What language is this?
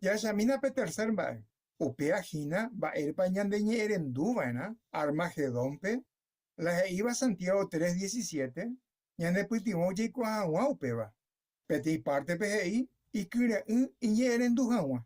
Guarani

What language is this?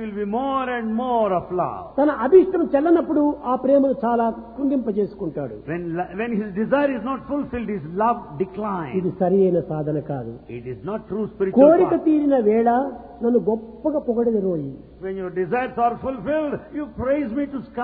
Telugu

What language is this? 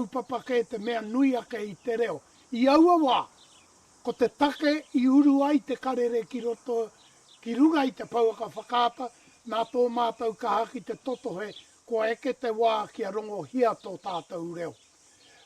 Māori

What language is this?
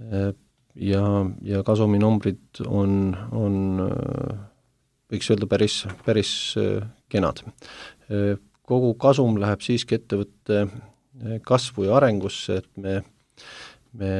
Estonian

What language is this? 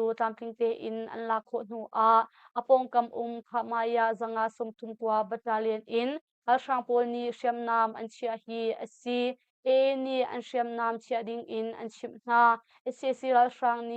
Hakha Chin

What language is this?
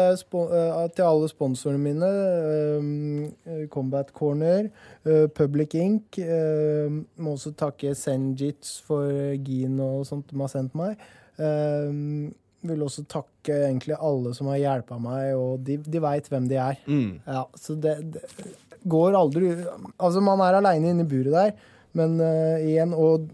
Norwegian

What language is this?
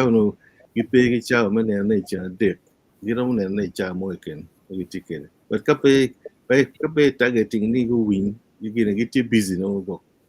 Acoli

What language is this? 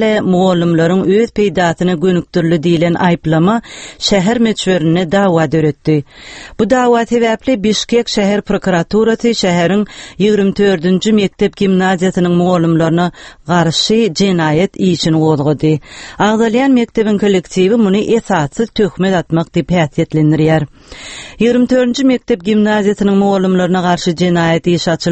Turkmen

